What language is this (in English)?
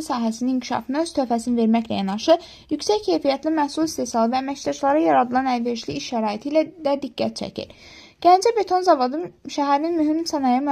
Azerbaijani